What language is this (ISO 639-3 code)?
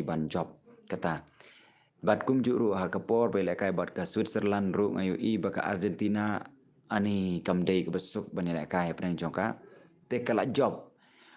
kha